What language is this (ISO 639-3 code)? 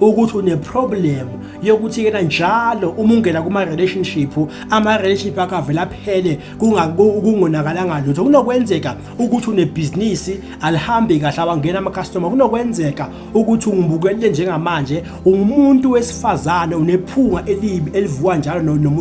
zul